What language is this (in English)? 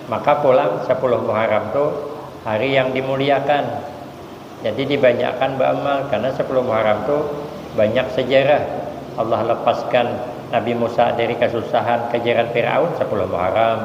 Banjar